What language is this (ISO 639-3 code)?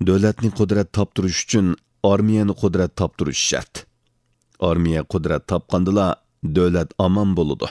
uig